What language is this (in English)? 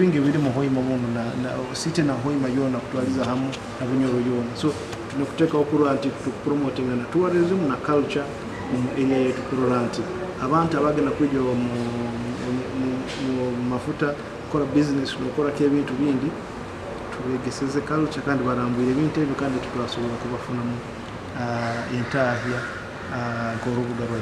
Nyoro